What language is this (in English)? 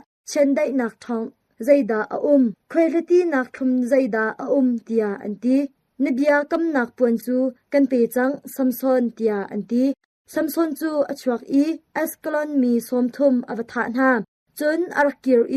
Hakha Chin